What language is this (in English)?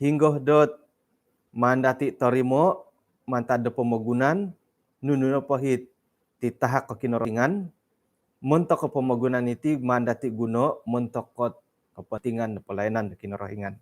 Central Dusun